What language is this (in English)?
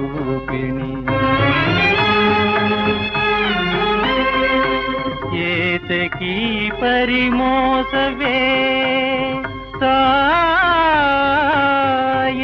Kannada